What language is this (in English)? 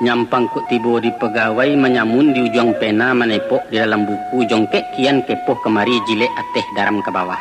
Minangkabau